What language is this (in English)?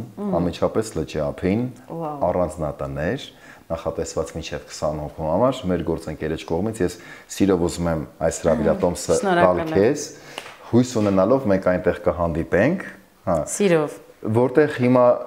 Armenian